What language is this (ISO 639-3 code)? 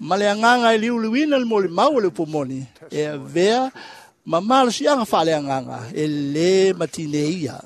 smo